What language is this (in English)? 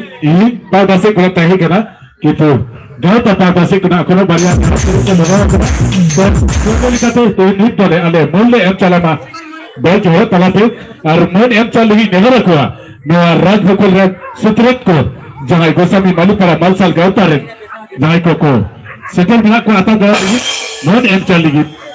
Santali